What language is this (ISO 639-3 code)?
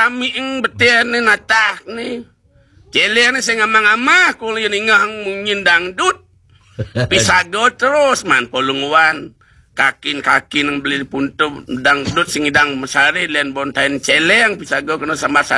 ban